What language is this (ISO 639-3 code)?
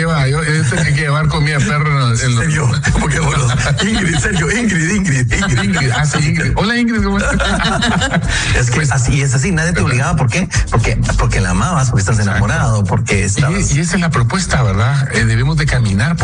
spa